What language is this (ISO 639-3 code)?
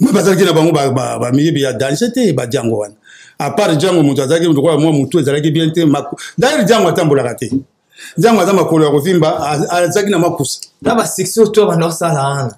lin